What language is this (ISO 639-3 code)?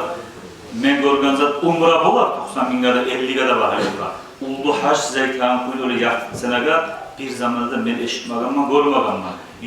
kum